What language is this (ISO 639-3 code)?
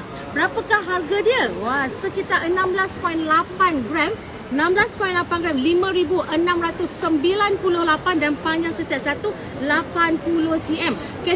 msa